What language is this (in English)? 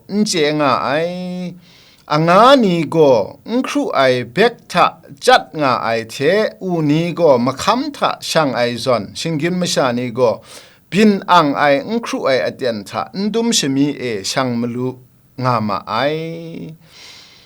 Kachin